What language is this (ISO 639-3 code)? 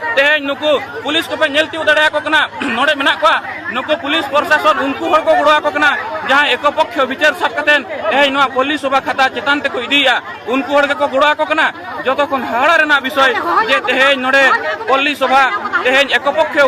sat